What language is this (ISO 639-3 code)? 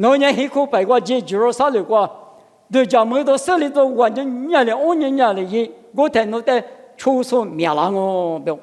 lis